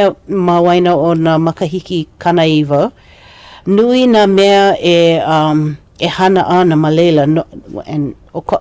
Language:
Hawaiian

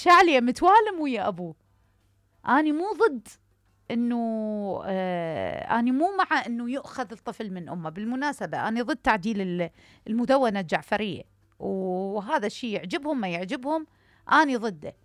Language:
Mesopotamian Arabic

